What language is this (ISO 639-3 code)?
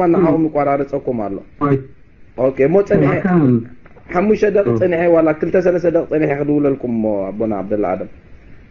tir